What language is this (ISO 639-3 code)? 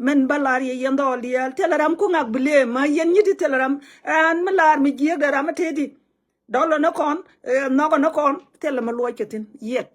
nus